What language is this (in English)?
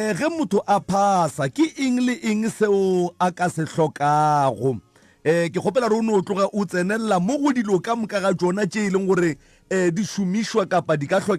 Northern Sotho